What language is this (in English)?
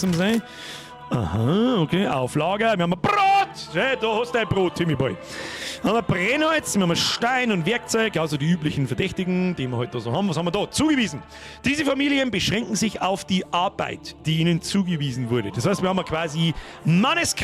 Bavarian